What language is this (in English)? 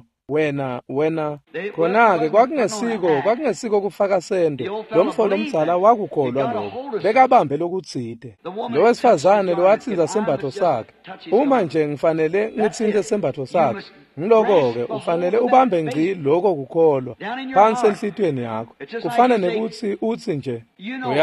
Swati